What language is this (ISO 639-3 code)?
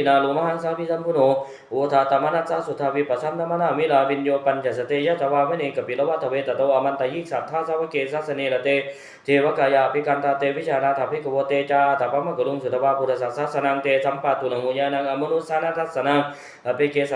pli